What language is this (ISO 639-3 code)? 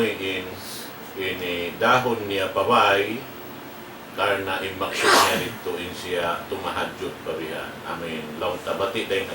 tsg